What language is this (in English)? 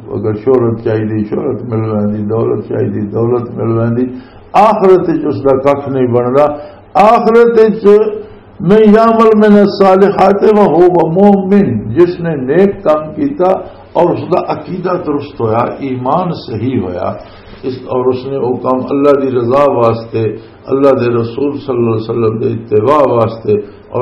Western Panjabi